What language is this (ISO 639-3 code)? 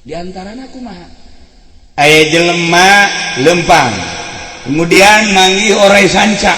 sun